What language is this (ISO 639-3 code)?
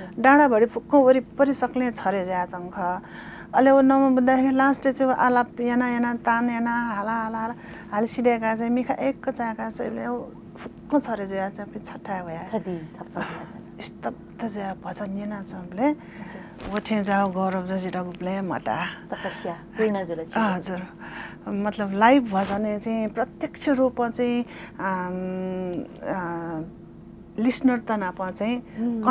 new